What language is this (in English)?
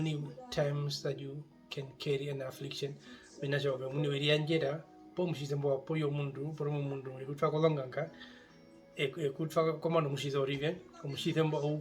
Herero